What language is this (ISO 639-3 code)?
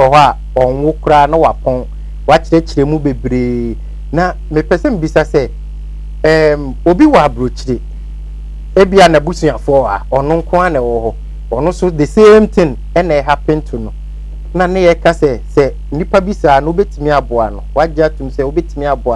aka